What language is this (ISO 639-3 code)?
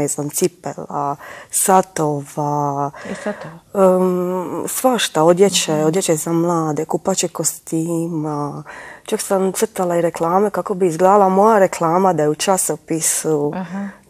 hrv